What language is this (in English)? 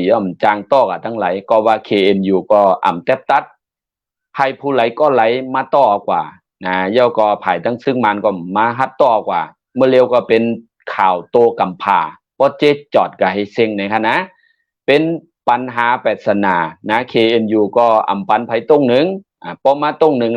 Shan